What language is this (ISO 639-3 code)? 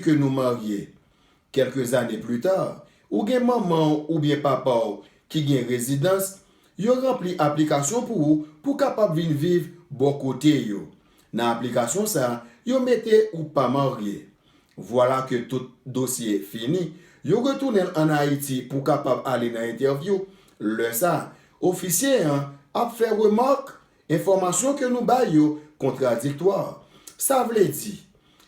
hat